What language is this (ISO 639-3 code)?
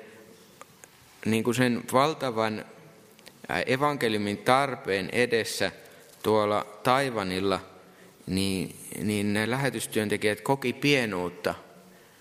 fin